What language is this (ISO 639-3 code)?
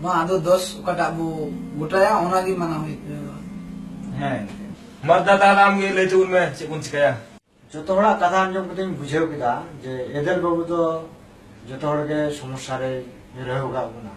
sat